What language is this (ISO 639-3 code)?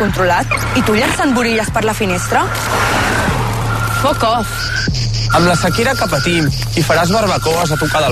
cat